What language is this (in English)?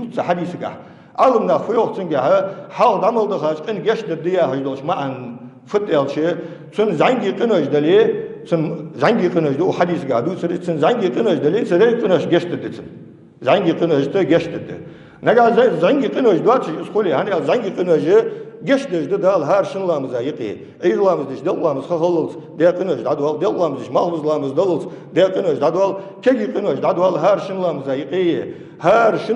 Ingush